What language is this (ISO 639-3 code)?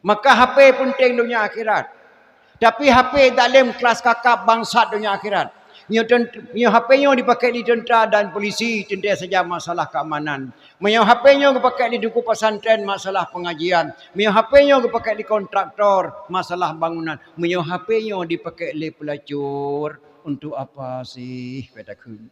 ace